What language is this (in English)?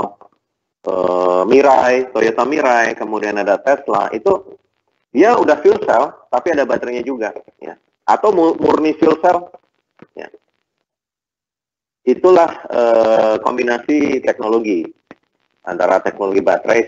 Indonesian